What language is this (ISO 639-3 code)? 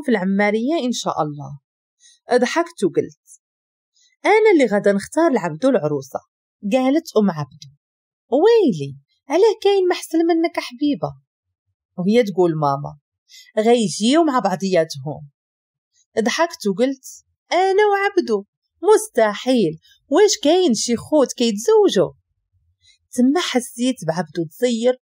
ary